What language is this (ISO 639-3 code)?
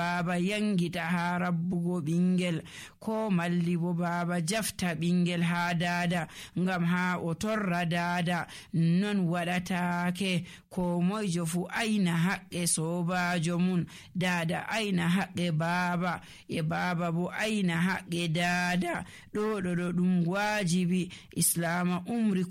fuv